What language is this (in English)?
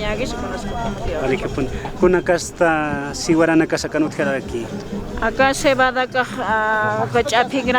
Aymara